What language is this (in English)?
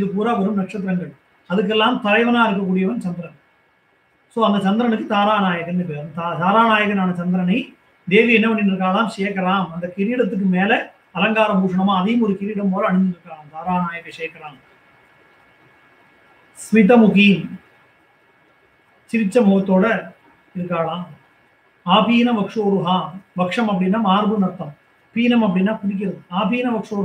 Tamil